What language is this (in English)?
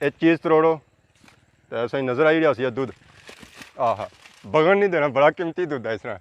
Pahari-Potwari